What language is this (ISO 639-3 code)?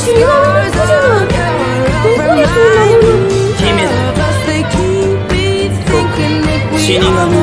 jpn